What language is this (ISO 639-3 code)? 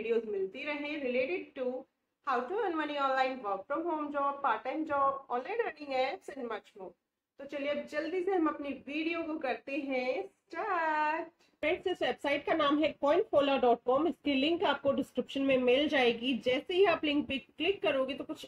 hin